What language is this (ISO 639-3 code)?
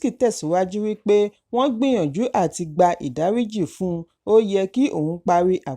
yor